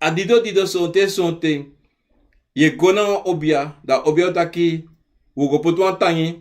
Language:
Sranan Tongo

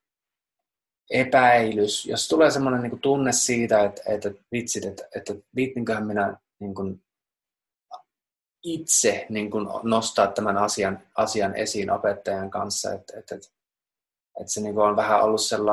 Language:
Finnish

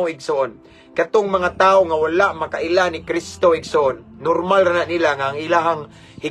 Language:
Cebuano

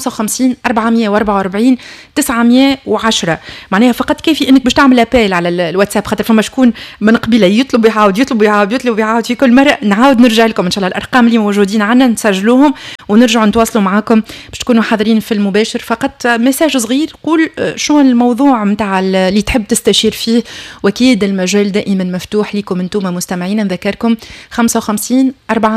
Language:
Tunisian Arabic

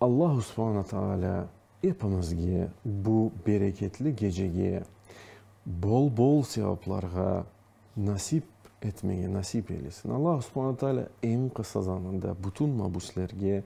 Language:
Crimean Tatar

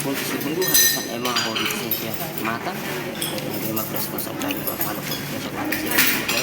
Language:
Tetum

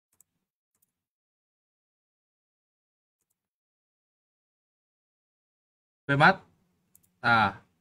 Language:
Vietnamese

